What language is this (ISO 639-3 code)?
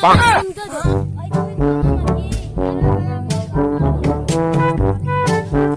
ben